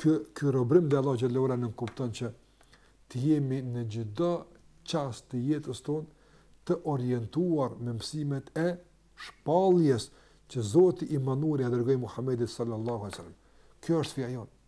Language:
Albanian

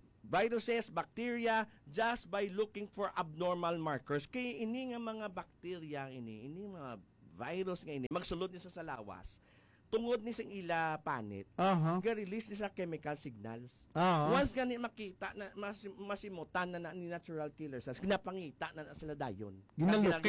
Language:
Hiligaynon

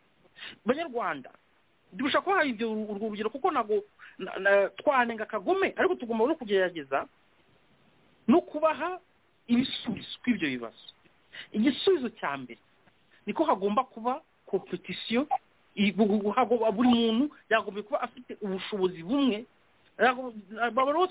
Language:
Kinyarwanda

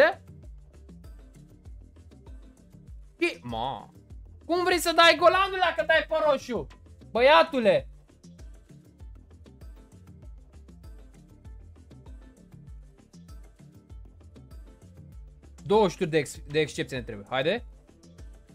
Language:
Romanian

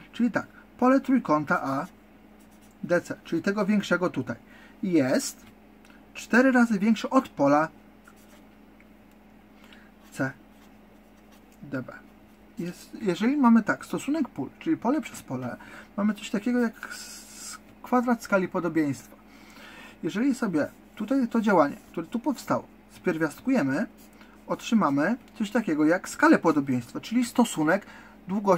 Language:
Polish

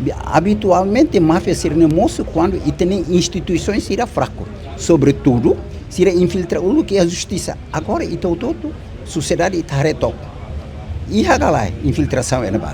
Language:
Tetum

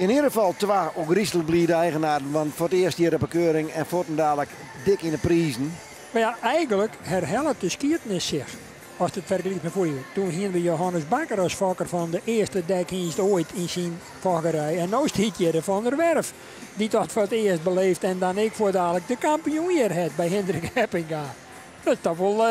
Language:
Western Frisian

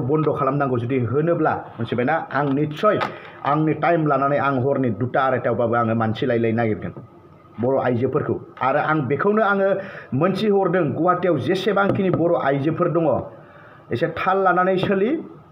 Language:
Bodo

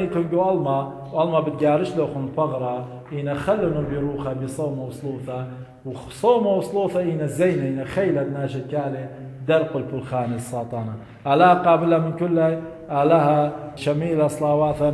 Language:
Assyrian Neo-Aramaic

